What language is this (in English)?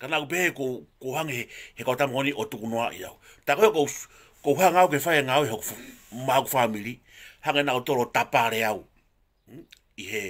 Tongan